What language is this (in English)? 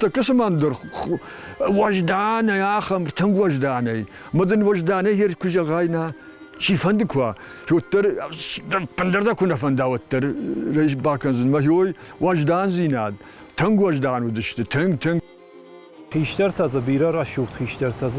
Ossetic